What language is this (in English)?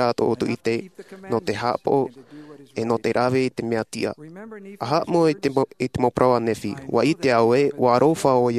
Tahitian